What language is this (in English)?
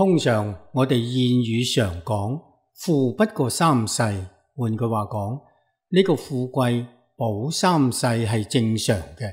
Cantonese